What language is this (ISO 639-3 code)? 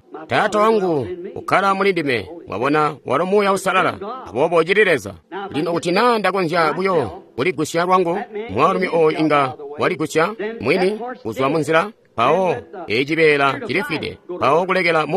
toi